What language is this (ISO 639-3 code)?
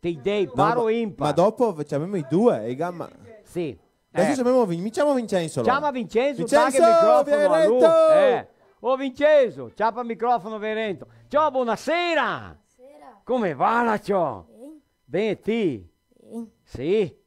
vec